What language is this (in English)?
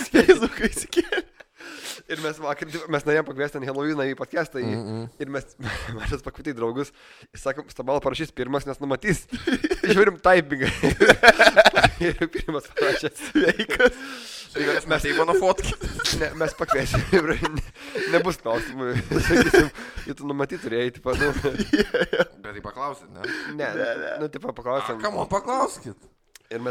Lithuanian